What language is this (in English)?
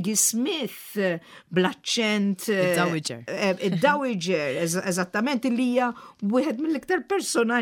Maltese